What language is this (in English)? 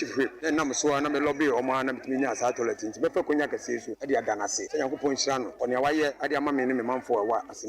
Akan